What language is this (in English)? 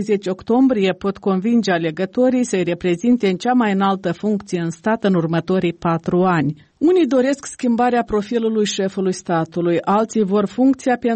Romanian